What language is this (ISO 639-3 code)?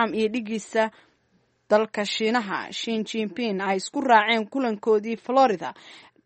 som